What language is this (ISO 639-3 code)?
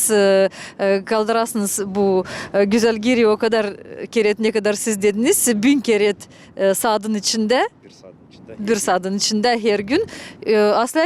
gag